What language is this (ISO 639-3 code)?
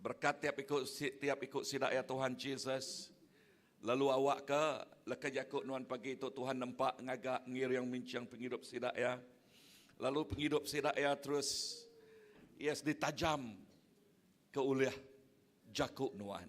iba